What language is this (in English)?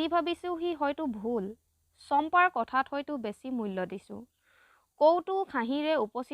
Assamese